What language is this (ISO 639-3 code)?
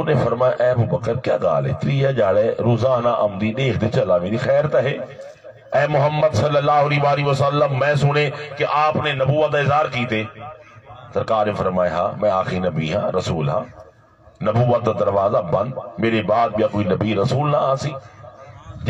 skr